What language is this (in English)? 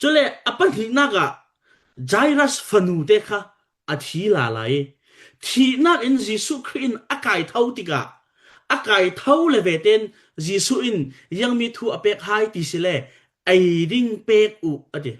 Falam Chin